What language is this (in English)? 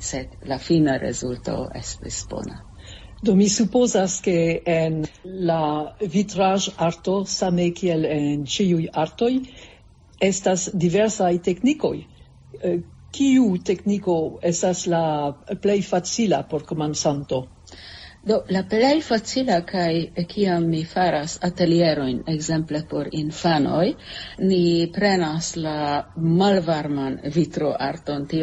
Esperanto